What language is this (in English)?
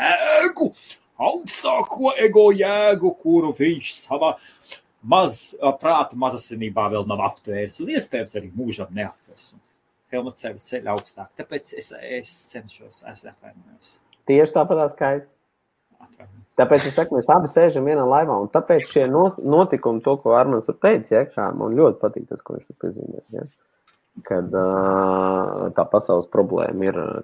Latvian